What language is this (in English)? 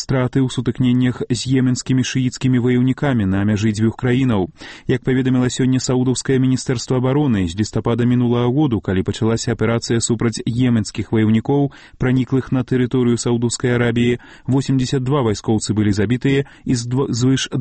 Belarusian